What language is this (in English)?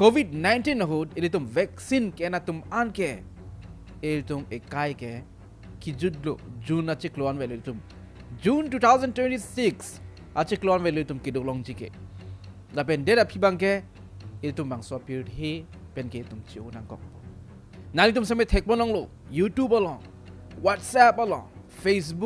Karbi